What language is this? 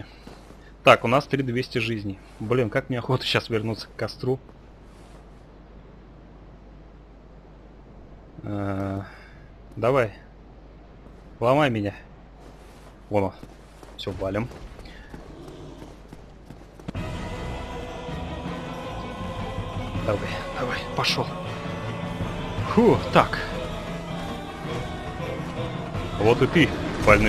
Russian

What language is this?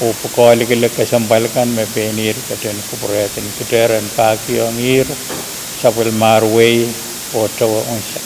Pohnpeian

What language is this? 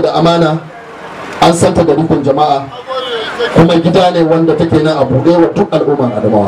Hausa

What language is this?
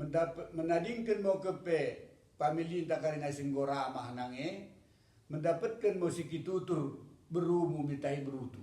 Batak Dairi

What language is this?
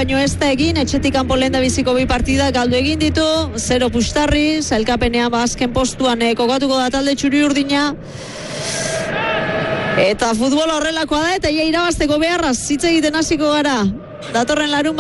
Basque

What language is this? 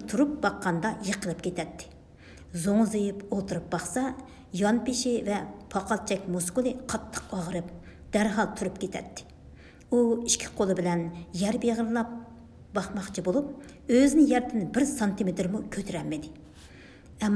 Uyghur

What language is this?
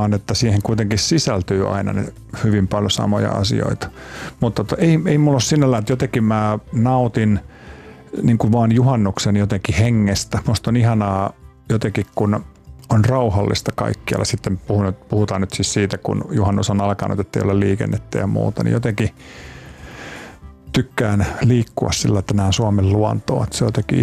Finnish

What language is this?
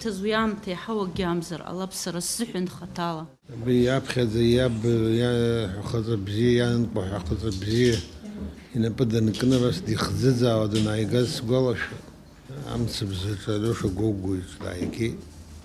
Abkhazian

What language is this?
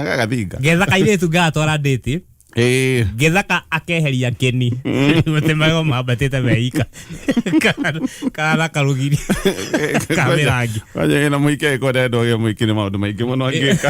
Kikuyu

